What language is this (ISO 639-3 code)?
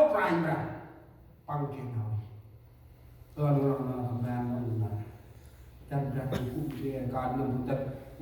cmo